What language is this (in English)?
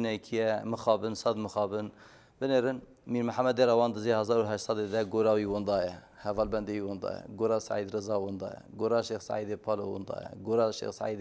Kurdish